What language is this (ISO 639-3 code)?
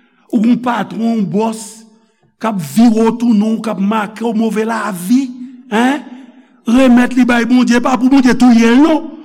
hat